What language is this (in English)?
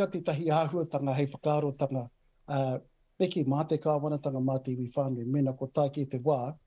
Māori